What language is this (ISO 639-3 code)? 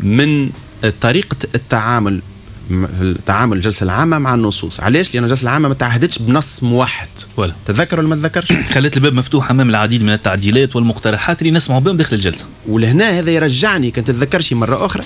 aeb